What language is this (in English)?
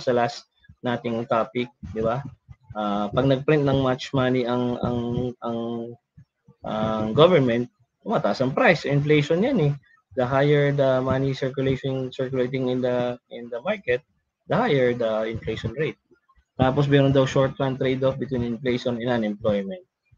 Filipino